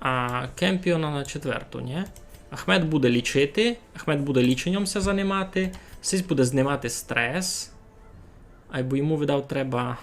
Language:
Rusyn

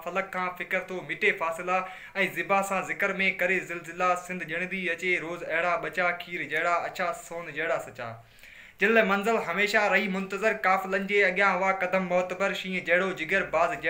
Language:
Sindhi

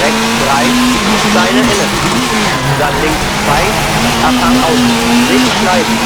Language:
Bavarian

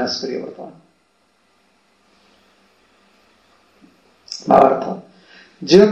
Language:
Odia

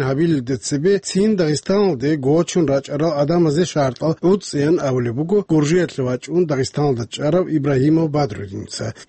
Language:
Avaric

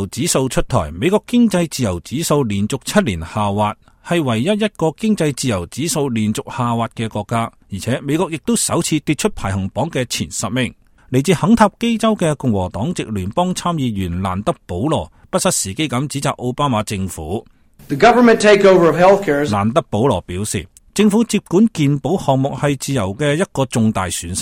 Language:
Cantonese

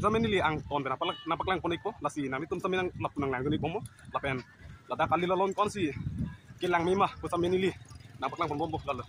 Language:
Karbi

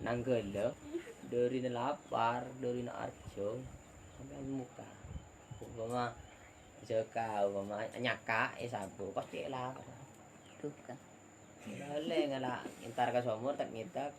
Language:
Madurese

